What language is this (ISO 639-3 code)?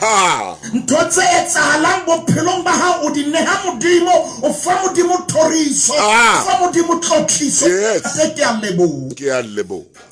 sot